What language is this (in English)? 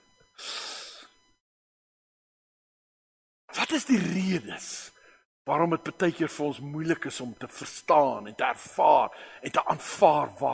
Afrikaans